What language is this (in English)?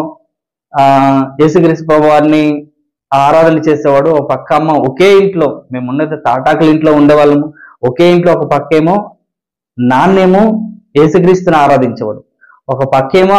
Telugu